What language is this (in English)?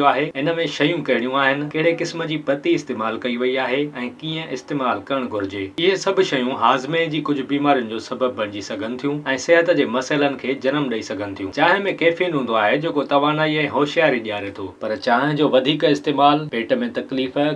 Sindhi